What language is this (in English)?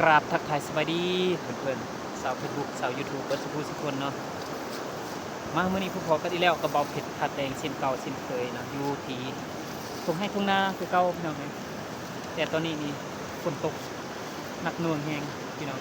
Lao